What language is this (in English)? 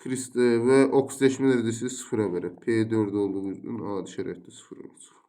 Azerbaijani